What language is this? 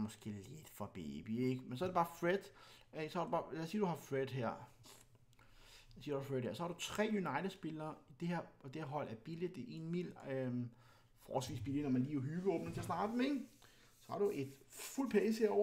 Danish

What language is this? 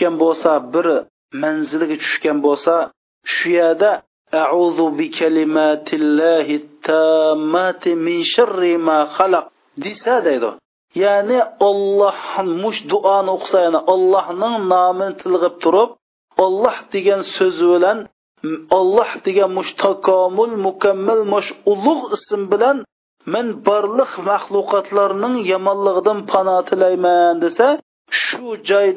Uyghur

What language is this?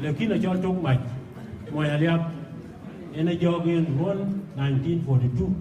Dinka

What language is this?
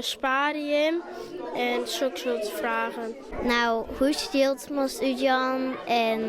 Western Frisian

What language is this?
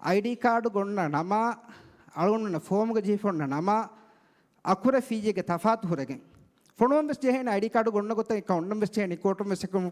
Divehi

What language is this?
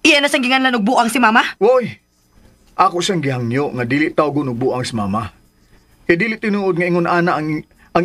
Cebuano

